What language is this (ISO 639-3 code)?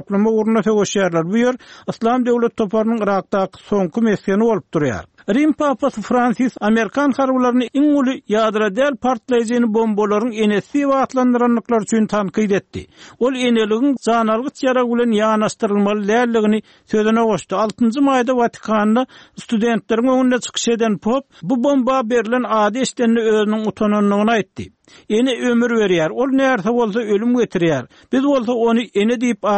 tuk